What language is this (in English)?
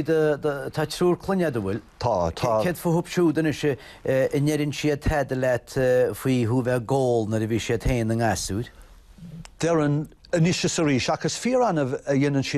Irish